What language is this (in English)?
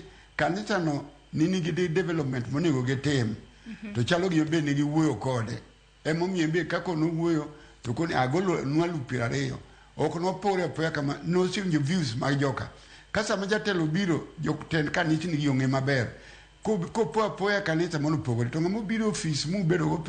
Luo (Kenya and Tanzania)